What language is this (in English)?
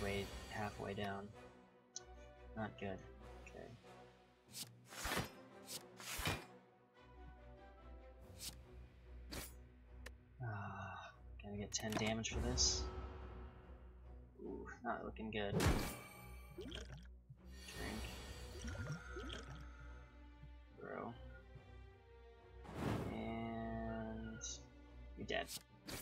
English